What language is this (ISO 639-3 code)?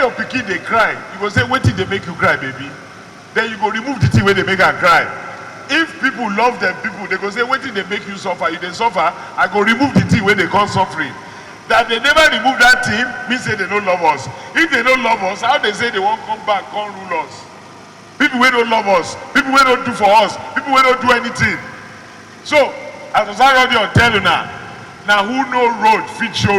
pcm